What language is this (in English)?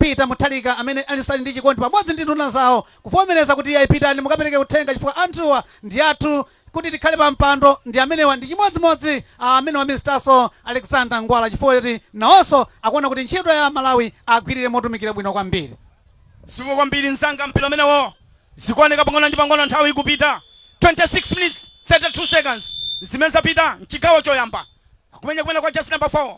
Nyanja